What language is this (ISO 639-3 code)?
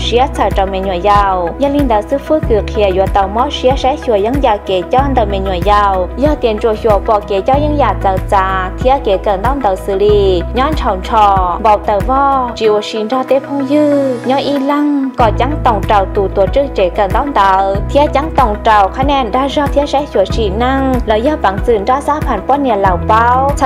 hmn